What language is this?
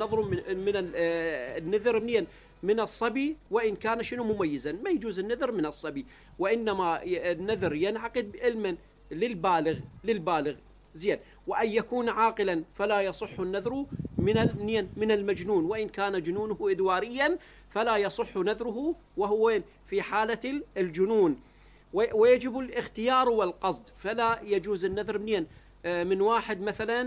Mesopotamian Arabic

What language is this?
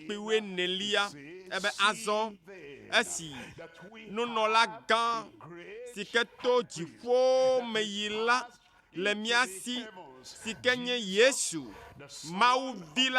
Ewe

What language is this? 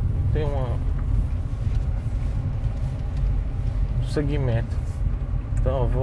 Portuguese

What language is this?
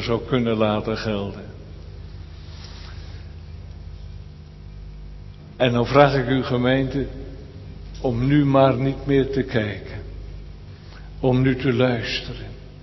Dutch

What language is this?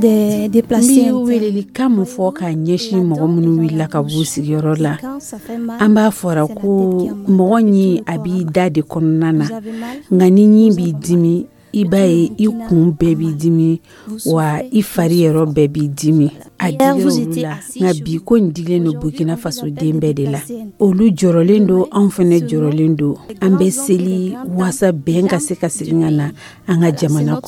Dyula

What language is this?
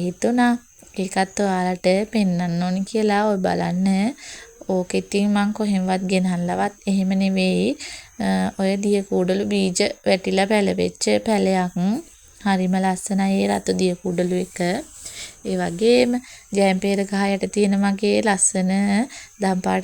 Sinhala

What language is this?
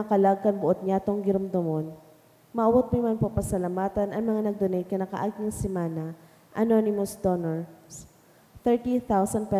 Bikol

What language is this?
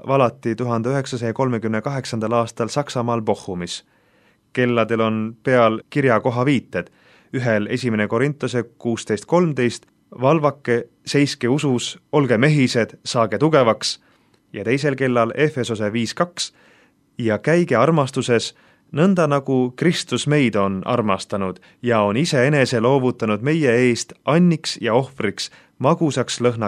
Estonian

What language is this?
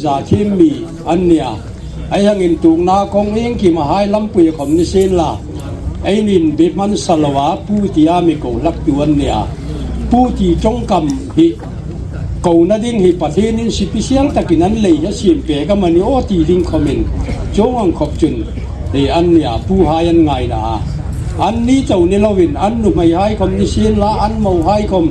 Hmar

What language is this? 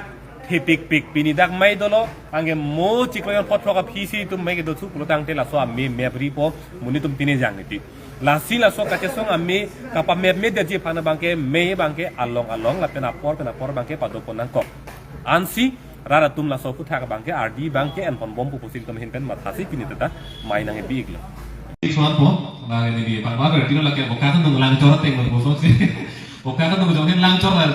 Karbi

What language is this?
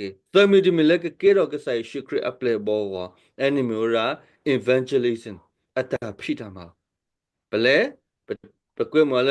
S'gaw Karen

